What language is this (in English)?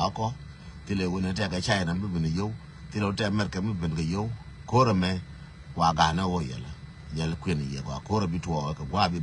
Nuer